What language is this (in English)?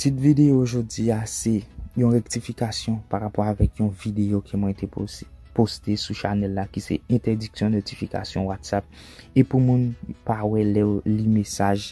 Haitian Creole